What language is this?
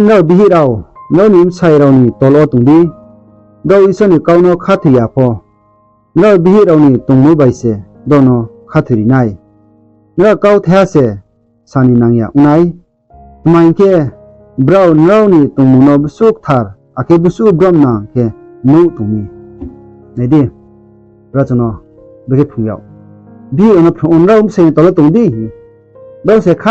Riang (India)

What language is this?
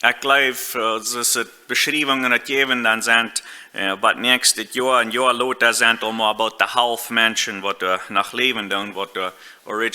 Plautdietsch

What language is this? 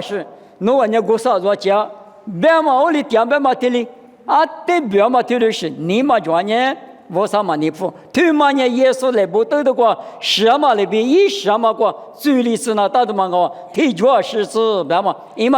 Lisu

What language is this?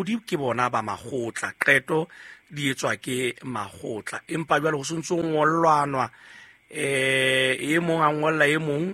Southern Sotho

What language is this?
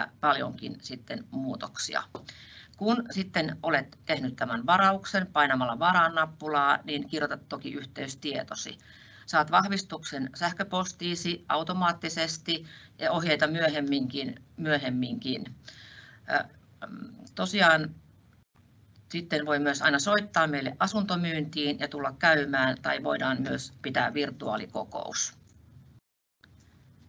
Finnish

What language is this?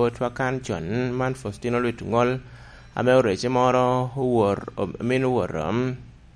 Lango (Uganda)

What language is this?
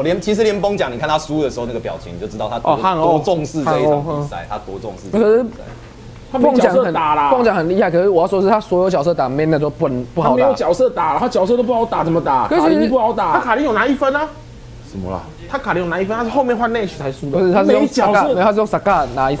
Chinese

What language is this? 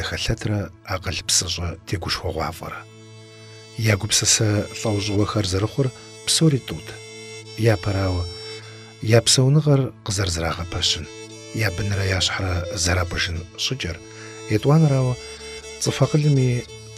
Kabardian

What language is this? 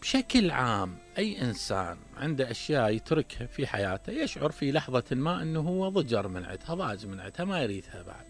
Mesopotamian Arabic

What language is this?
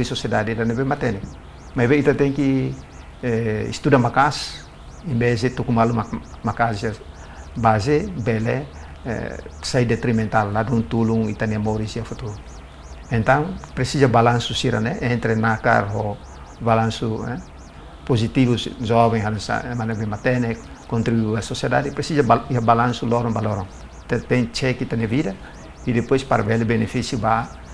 Tetum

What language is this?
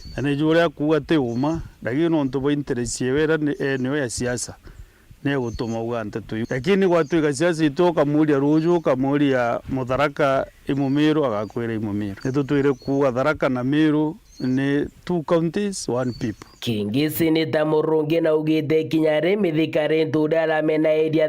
Meru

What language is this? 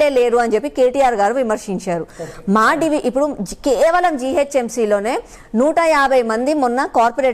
Telugu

